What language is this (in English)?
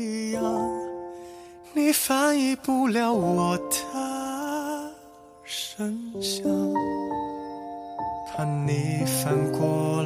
Chinese